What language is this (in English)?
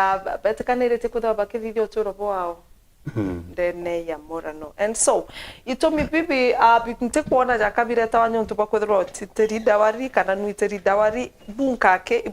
Meru